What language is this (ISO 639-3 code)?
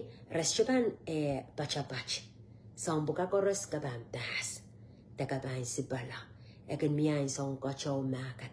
pon